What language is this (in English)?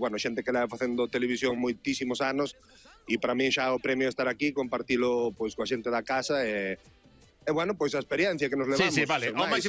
Galician